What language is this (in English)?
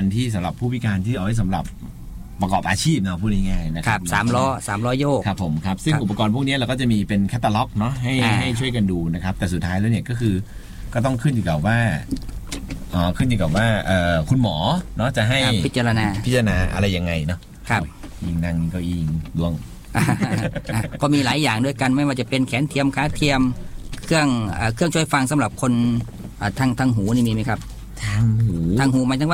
Thai